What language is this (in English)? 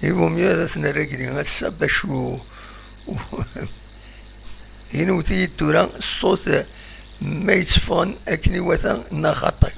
Kabyle